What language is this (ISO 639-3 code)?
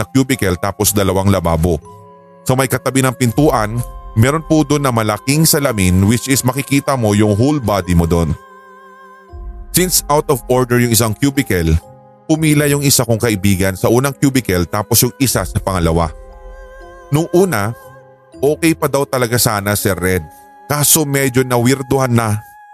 fil